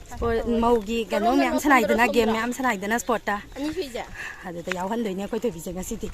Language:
Manipuri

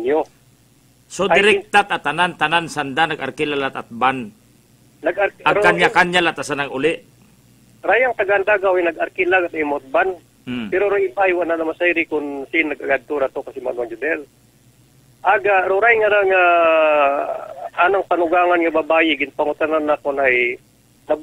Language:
Aklanon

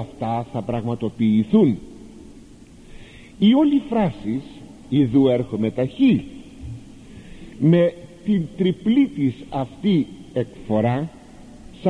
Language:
Greek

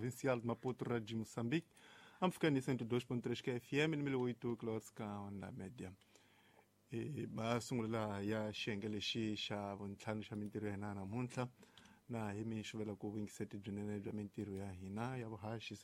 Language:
Tsonga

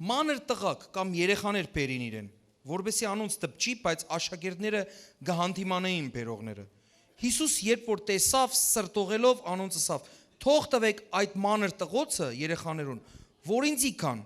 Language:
Western Armenian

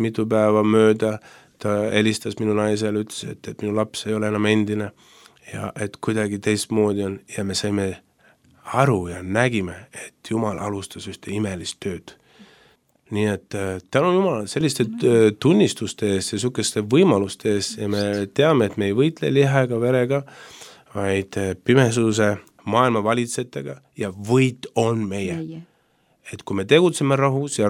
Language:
Estonian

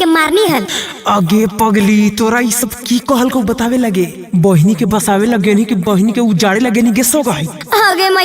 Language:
Magahi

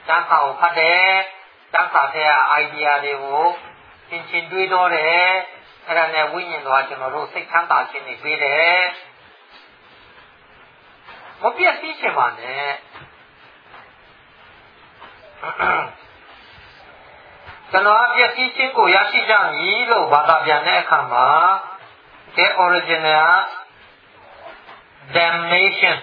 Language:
Burmese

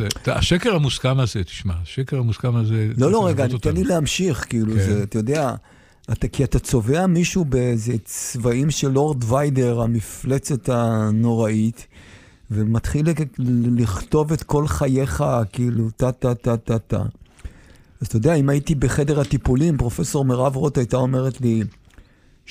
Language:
Hebrew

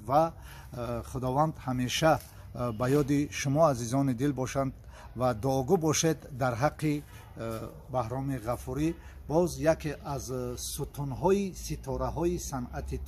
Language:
Tajik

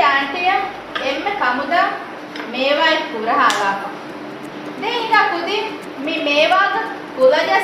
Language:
Divehi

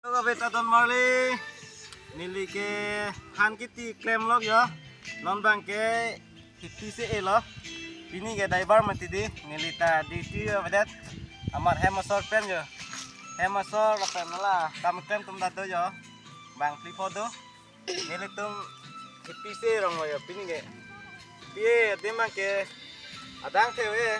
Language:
Karbi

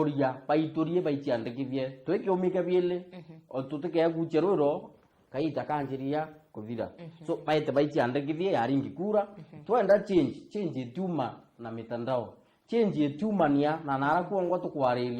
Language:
Meru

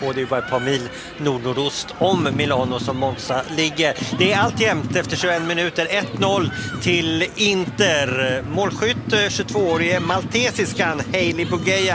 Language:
Swedish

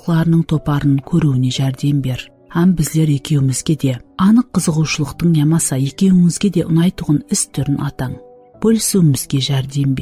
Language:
Kara-Kalpak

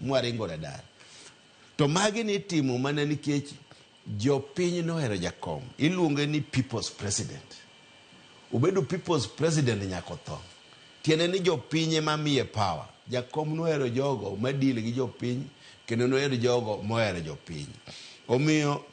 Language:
Luo (Kenya and Tanzania)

